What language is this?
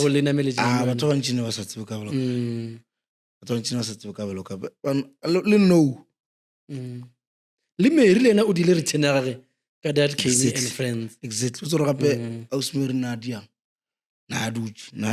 Northern Sotho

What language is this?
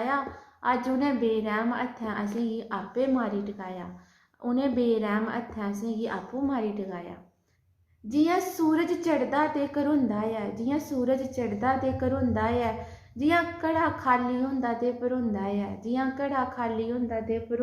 Dogri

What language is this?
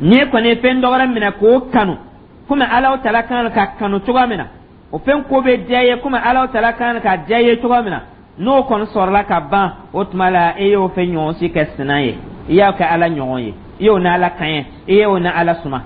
Dyula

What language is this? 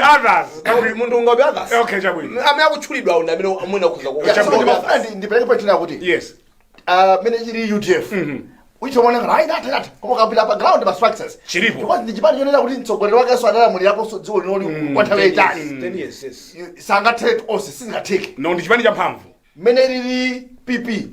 Nyanja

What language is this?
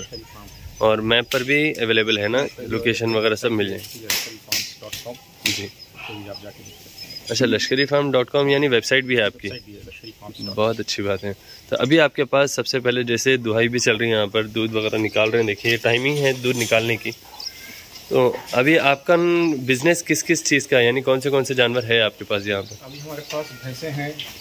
Hindi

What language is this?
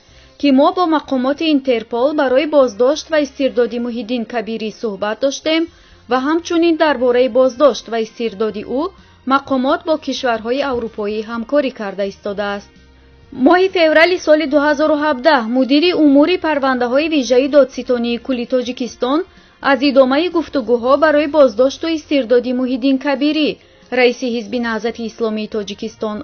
Tajik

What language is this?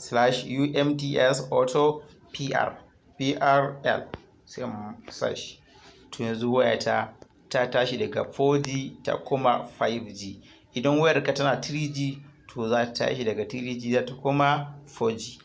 Hausa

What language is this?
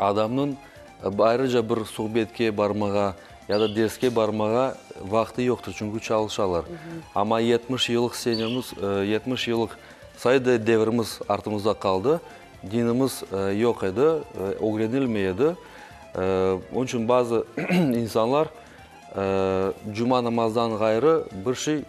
Crimean Tatar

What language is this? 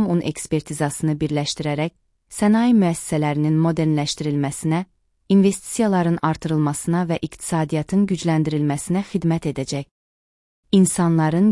Azerbaijani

